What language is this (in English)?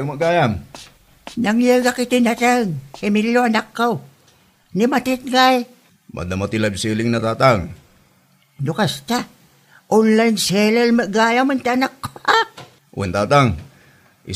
Iloko